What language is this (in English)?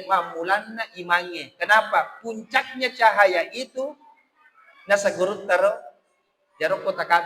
Buginese